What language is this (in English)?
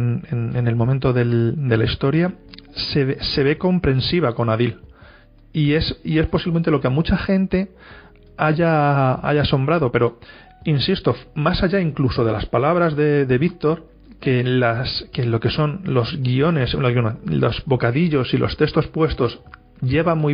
Spanish